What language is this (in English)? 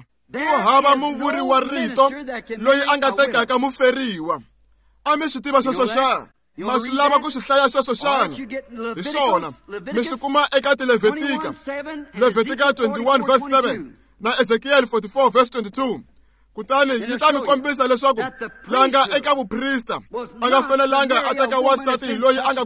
Tsonga